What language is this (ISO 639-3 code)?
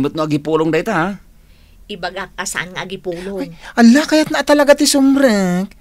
ilo